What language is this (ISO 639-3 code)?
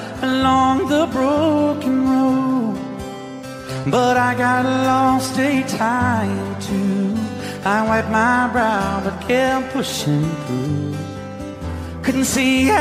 eng